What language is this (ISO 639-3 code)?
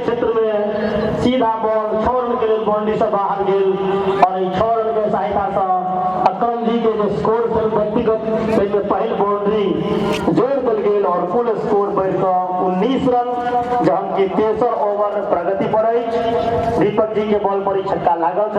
mai